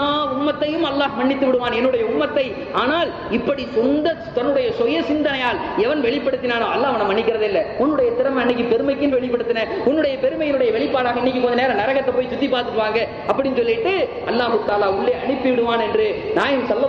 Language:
Tamil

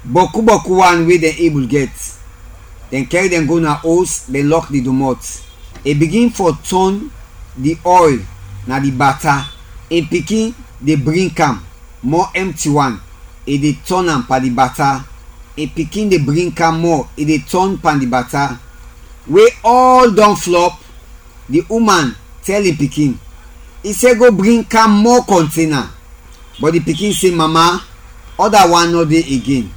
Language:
Krio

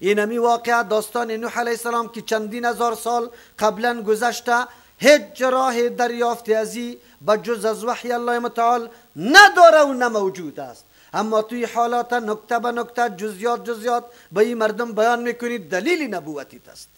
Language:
Persian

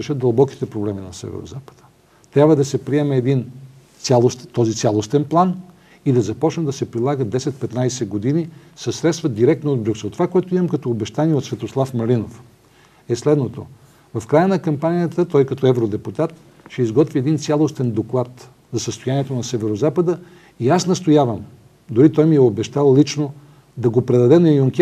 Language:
Bulgarian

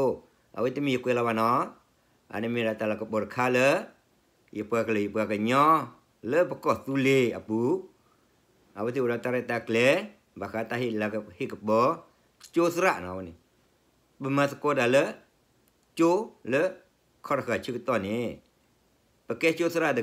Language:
S'gaw Karen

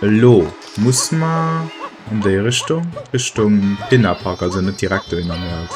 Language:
Luxembourgish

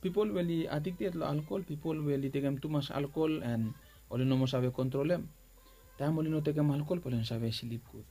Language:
Bislama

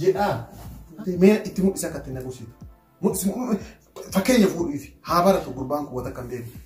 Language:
Oromo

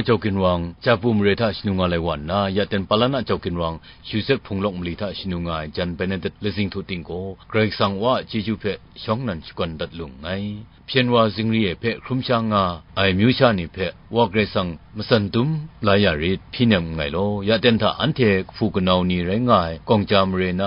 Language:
Kachin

